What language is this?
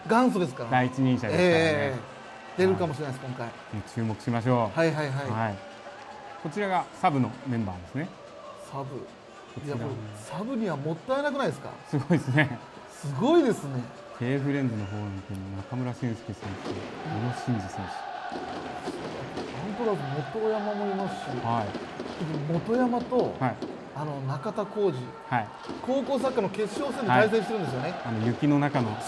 Japanese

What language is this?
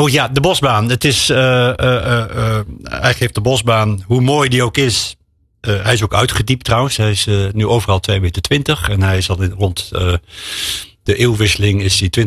Dutch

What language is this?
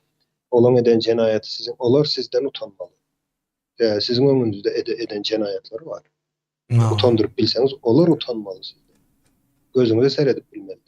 Turkmen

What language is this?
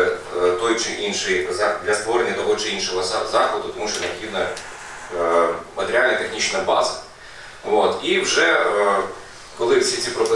Ukrainian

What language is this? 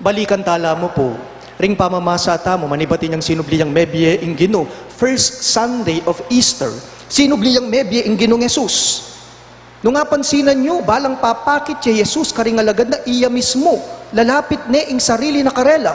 Pampanga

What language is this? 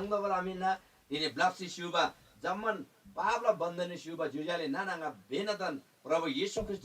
Eastern Tamang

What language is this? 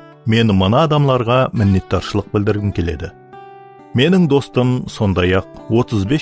Kara-Kalpak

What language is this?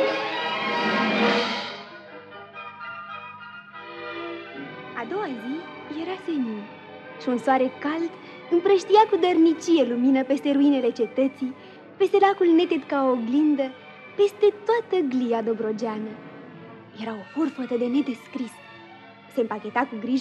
Romanian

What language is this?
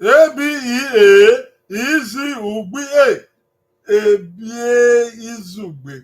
Bini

